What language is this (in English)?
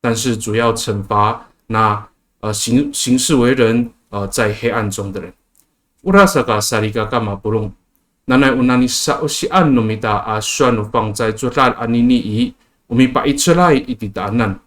Amis